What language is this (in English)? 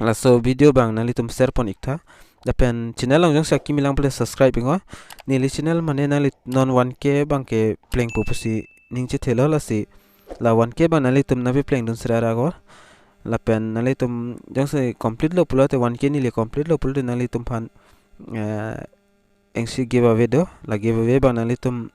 Karbi